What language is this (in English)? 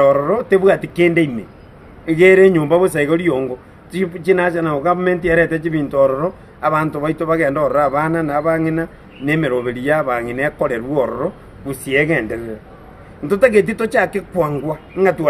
Gusii